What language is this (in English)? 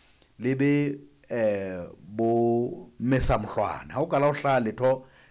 Southern Sotho